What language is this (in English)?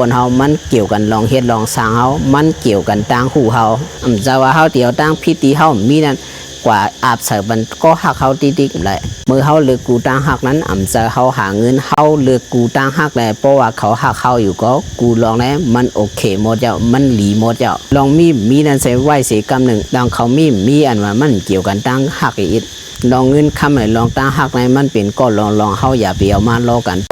Shan